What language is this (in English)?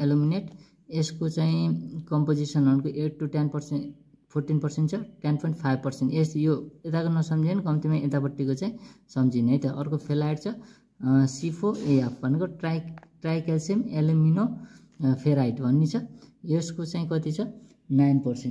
Nepali